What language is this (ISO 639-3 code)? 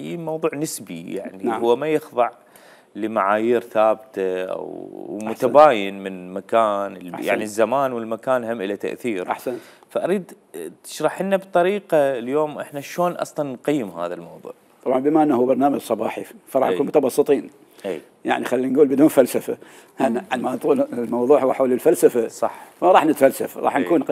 acm